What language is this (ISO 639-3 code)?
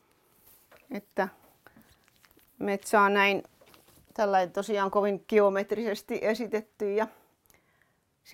fin